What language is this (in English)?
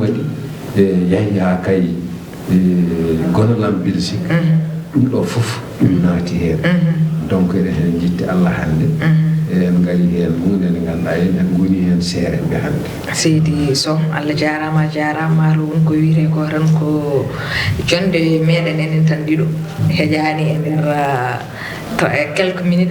Fula